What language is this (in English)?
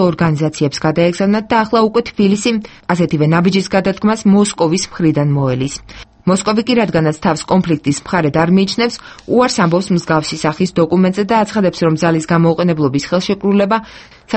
Georgian